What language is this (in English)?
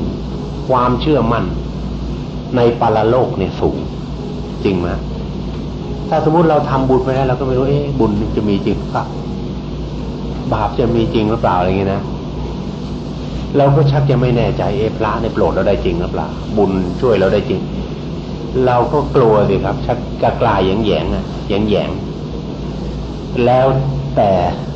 Thai